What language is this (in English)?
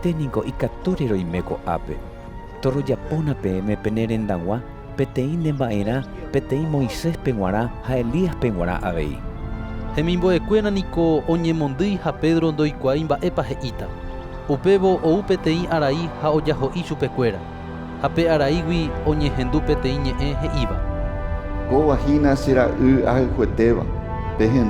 Guarani